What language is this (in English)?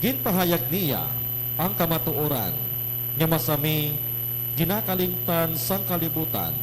Hiligaynon